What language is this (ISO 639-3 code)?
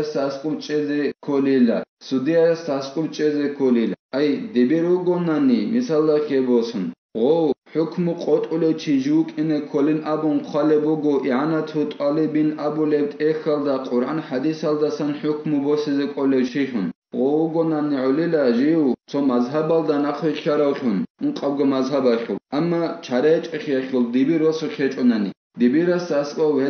ava